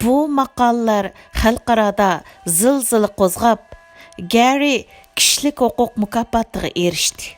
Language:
Uyghur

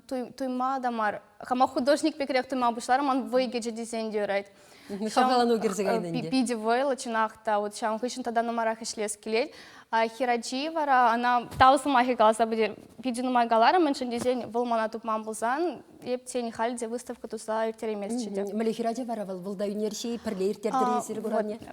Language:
Chuvash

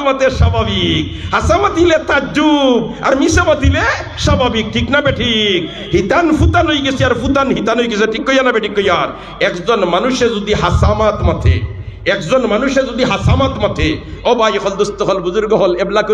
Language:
Sylheti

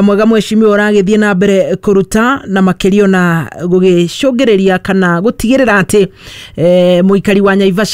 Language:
Kikuyu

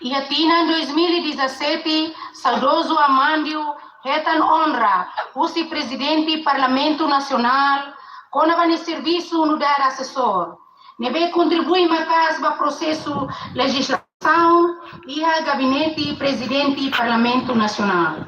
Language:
Tetum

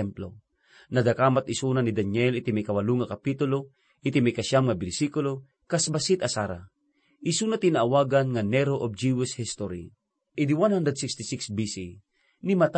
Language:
Iloko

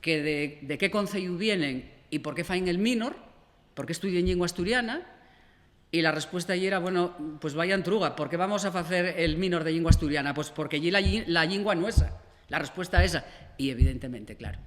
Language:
Asturian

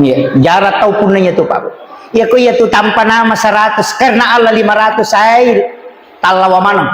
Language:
Buginese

